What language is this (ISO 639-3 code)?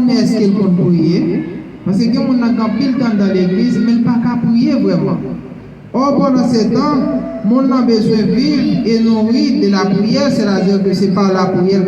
hat